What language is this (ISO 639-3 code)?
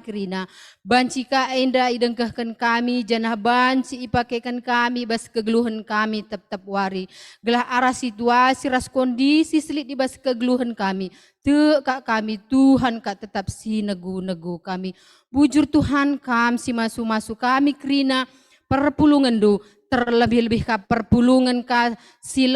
btx